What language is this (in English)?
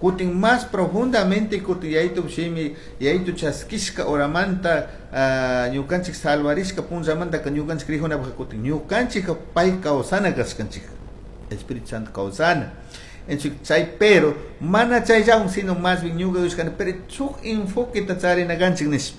Chimborazo Highland Quichua